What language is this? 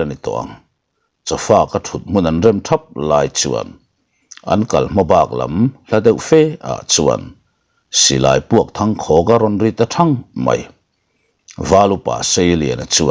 Mizo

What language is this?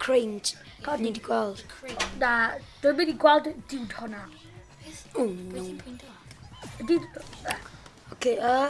Welsh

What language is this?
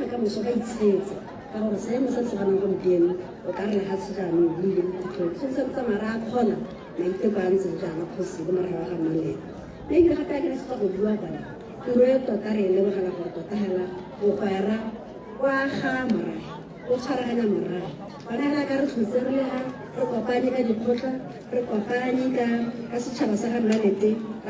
Tswana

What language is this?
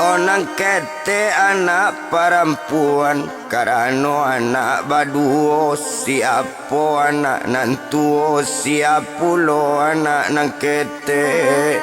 Minangkabau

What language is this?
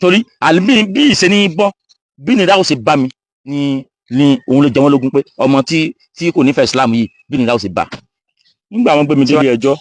Yoruba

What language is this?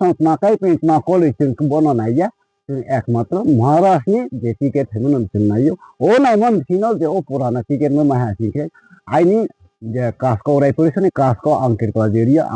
Kok Borok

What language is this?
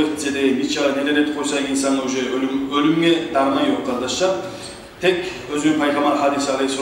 Kumyk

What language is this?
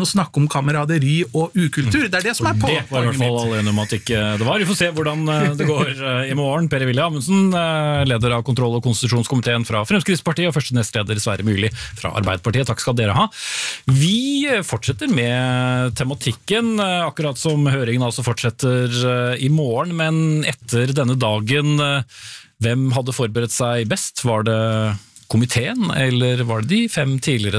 Norwegian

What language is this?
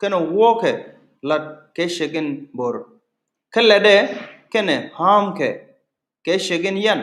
Nuer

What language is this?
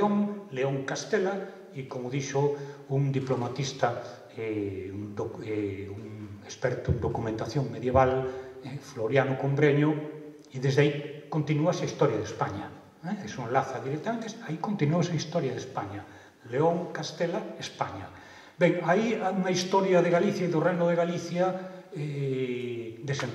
Galician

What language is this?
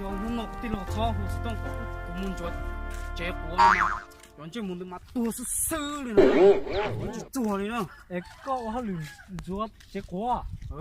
Hmong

